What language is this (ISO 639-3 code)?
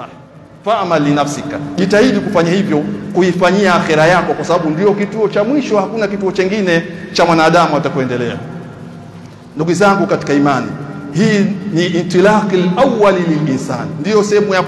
swa